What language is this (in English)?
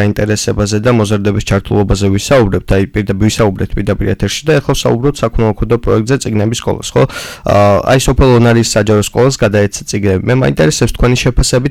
Georgian